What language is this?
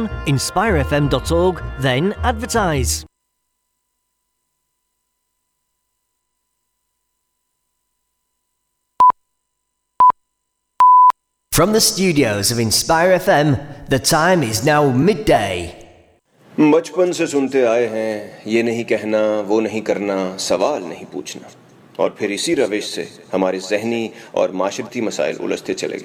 Urdu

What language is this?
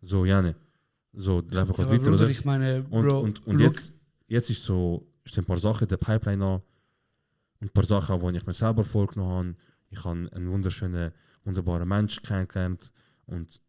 Swiss German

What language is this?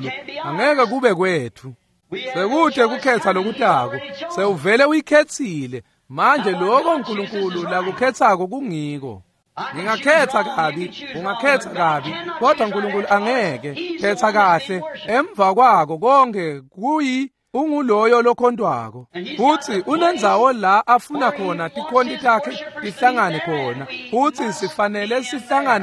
Swati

